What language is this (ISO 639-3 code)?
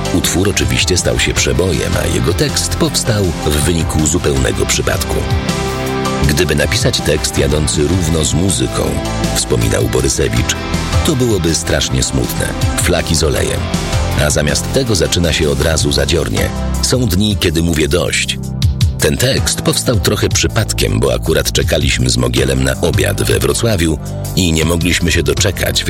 pol